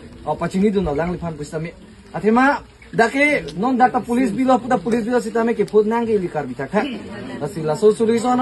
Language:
Karbi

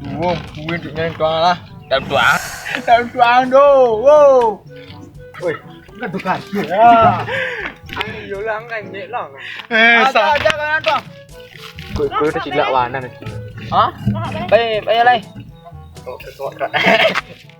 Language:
Minangkabau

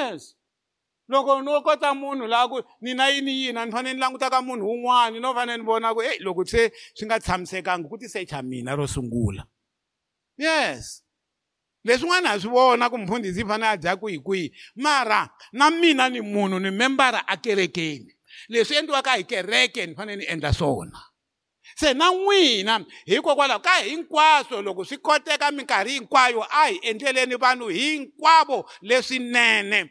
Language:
Tsonga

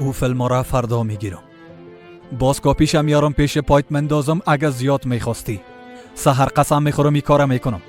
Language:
Persian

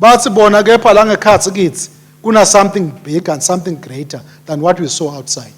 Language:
Swati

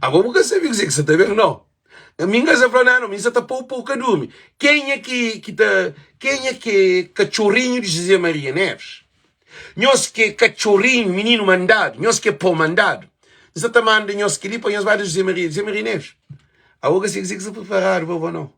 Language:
Kabuverdianu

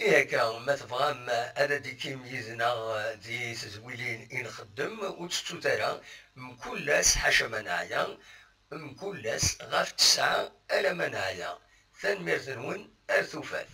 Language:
Kabyle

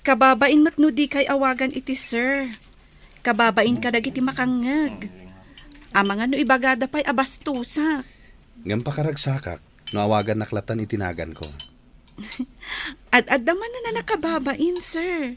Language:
Iloko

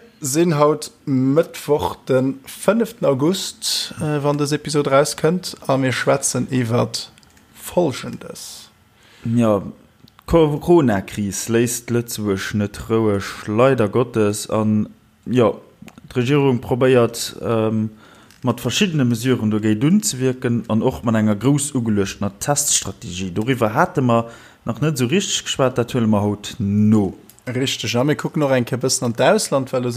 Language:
Luxembourgish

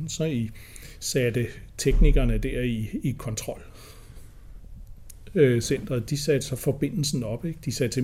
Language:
Danish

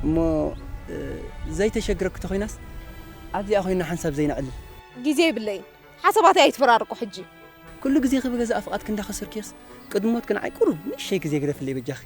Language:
Tigrinya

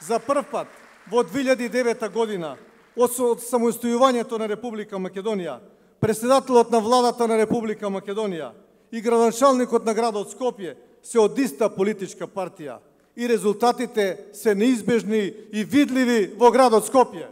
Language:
Macedonian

